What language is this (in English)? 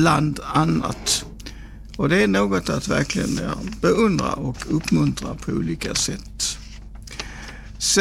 Swedish